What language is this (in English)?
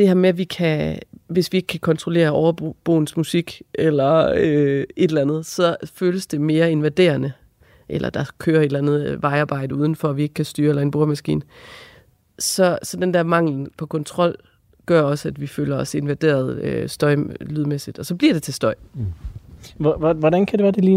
Danish